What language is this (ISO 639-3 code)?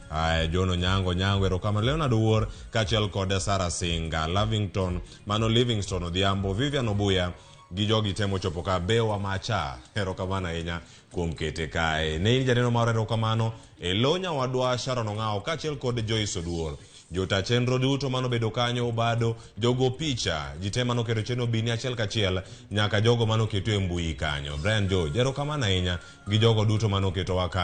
luo